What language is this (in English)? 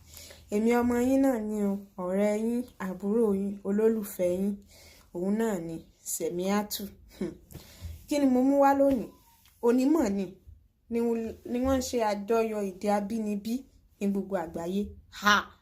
Yoruba